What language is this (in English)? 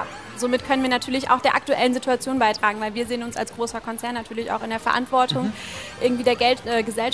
German